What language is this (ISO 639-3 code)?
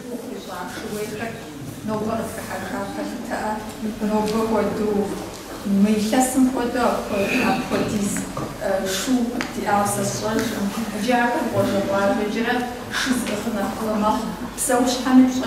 kbd